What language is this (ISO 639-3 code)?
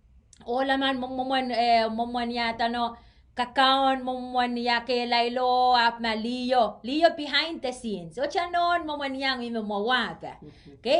pon